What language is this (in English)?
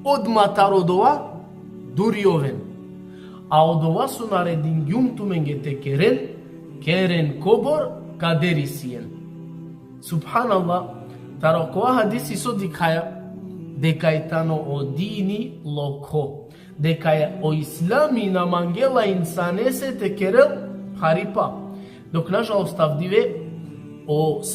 Balkan Romani